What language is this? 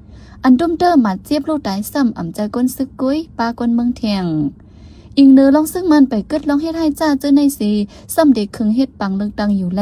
Shan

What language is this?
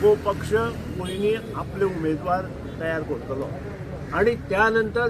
Konkani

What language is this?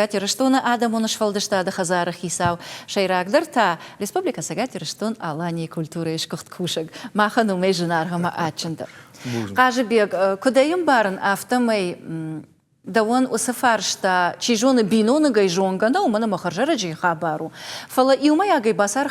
Ossetic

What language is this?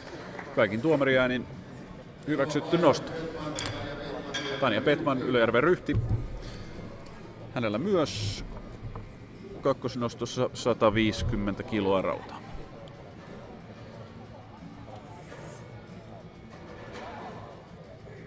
Finnish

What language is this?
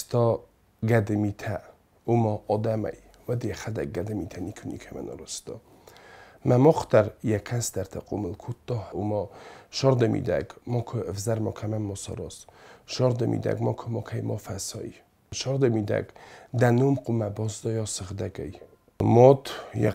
Ossetic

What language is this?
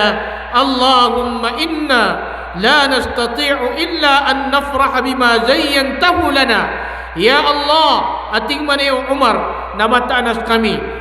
Maranao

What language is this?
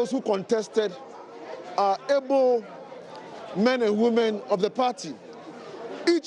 Akan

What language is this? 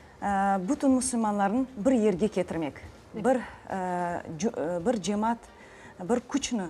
Crimean Tatar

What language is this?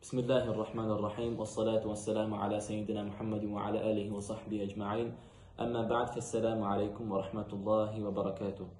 Kumyk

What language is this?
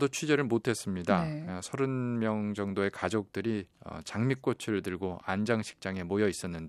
Korean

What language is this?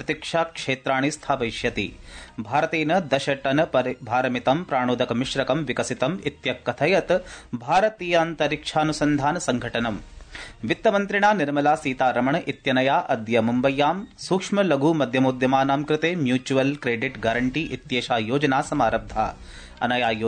Sanskrit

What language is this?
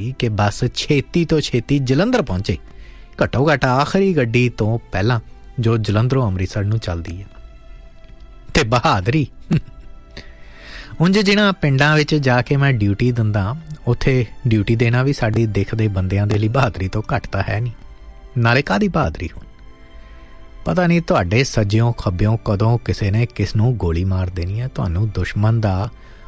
Punjabi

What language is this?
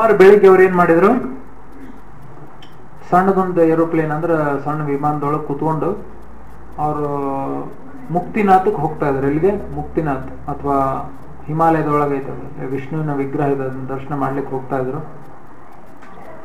Kannada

